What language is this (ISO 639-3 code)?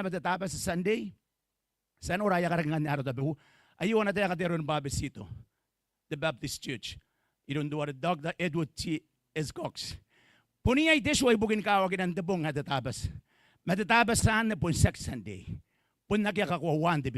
gil